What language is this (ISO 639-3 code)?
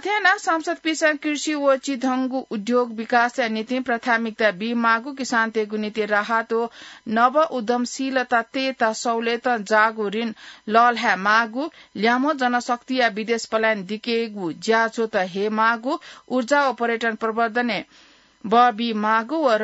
new